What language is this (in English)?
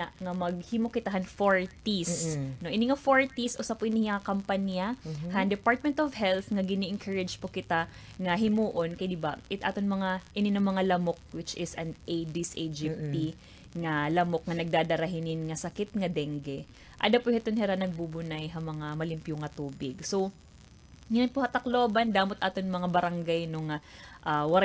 Waray